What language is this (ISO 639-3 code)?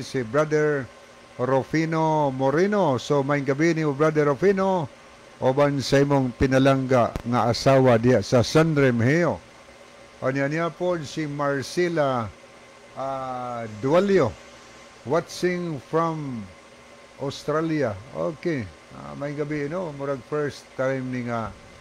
ceb